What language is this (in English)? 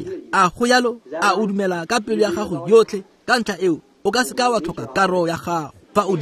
Tswana